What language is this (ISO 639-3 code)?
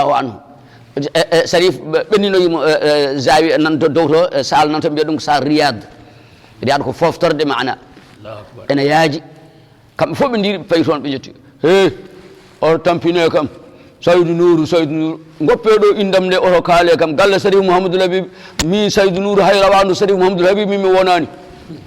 ful